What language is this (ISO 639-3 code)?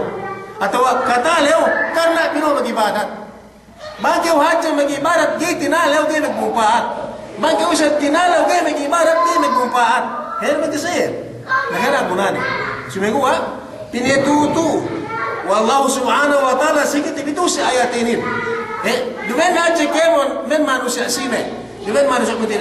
yka